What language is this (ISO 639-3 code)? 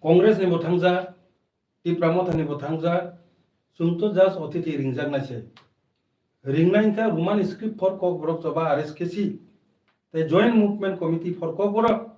trp